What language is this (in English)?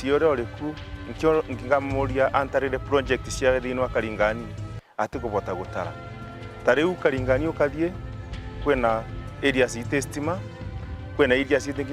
Meru